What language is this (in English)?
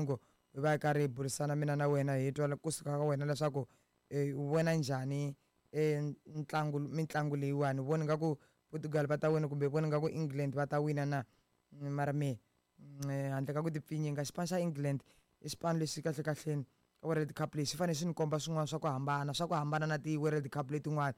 Tsonga